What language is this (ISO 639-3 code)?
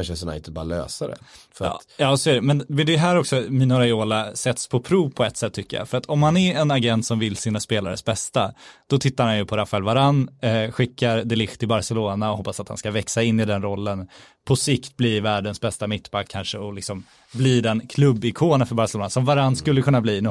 swe